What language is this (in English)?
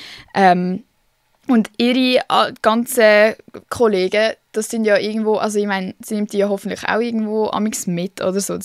Swiss German